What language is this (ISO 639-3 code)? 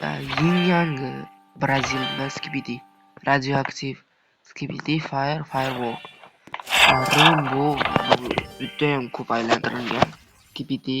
uzb